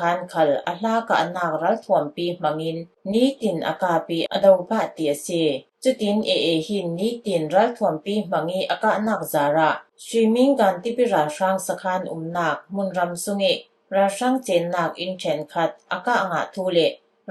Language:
Falam Chin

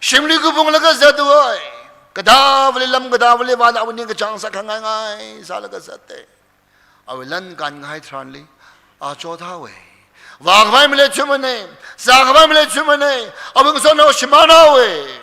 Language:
Tangkhul Naga (India)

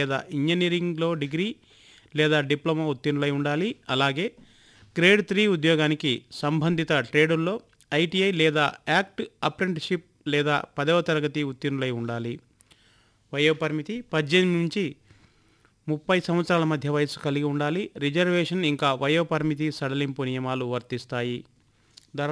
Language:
Telugu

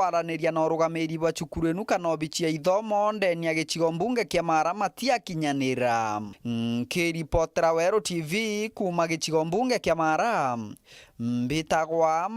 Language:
Meru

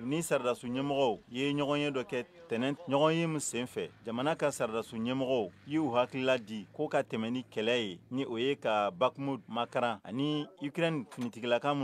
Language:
Bambara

